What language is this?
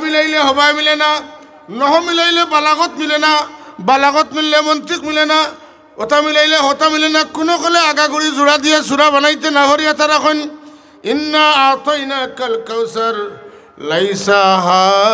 Sylheti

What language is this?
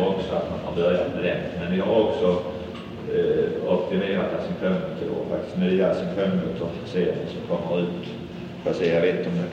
Swedish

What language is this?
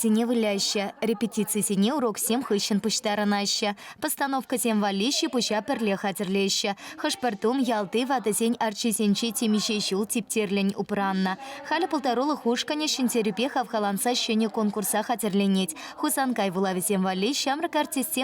Chuvash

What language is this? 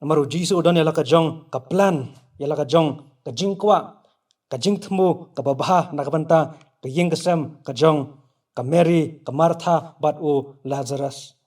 Khasi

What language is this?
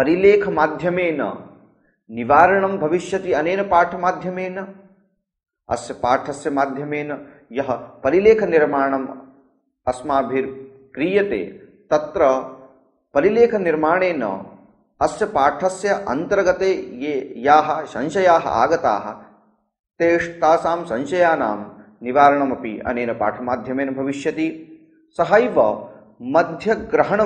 Sanskrit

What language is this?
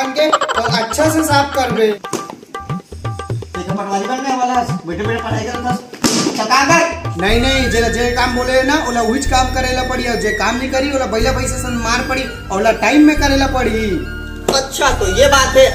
Chhattisgarhi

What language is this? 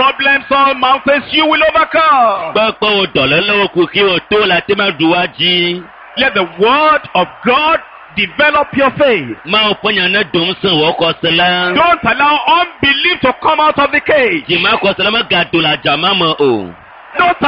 Ewe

